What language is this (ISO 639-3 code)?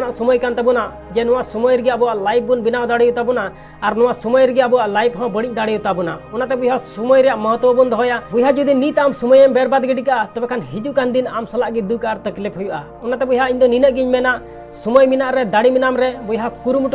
sat